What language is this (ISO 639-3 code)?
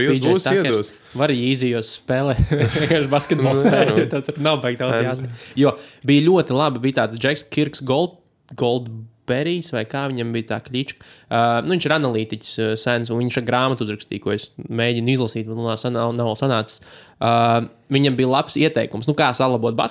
lav